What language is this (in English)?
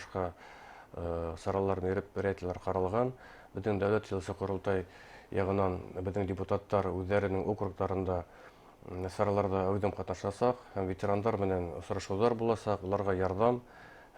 Bashkir